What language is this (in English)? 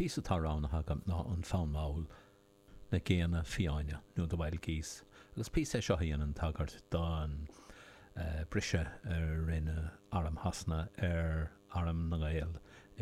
Irish